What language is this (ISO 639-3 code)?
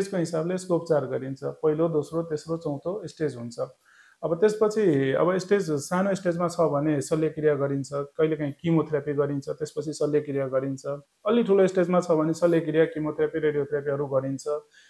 nep